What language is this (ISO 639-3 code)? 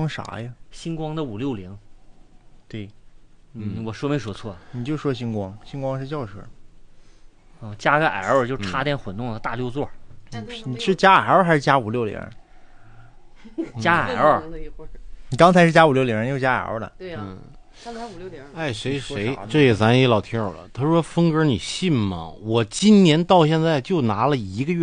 zho